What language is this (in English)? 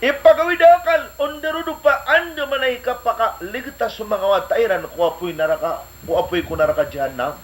Maranao